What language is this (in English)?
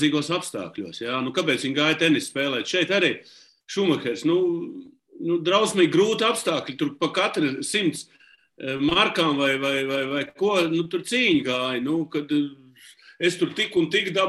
Latvian